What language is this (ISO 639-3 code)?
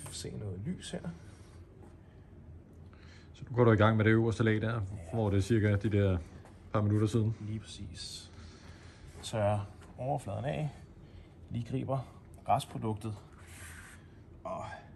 dan